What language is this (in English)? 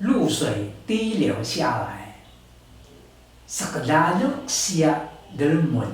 Taroko